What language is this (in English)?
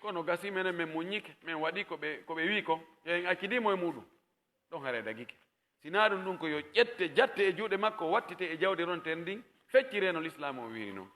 Pular